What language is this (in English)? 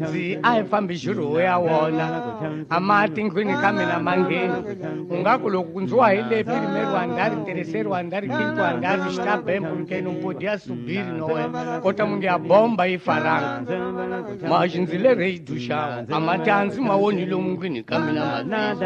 Tsonga